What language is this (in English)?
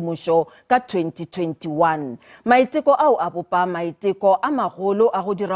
Northern Sotho